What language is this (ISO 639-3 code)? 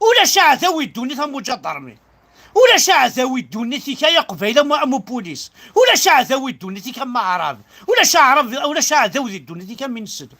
kab